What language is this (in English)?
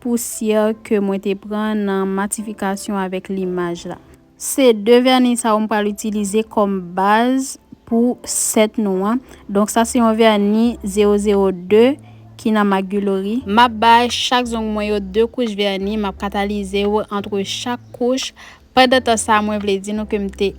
Haitian Creole